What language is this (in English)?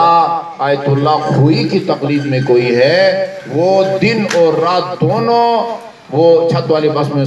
Urdu